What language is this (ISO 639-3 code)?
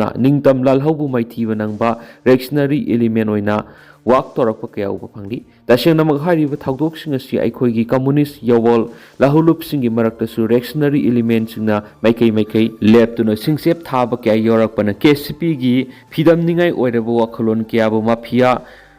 mni